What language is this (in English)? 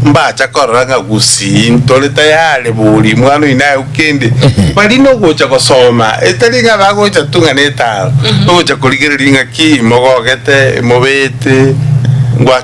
Gusii